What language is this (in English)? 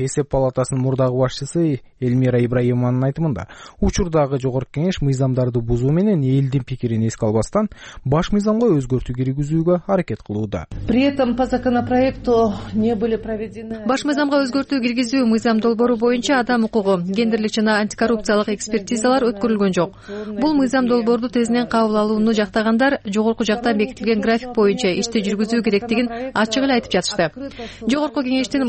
Kyrgyz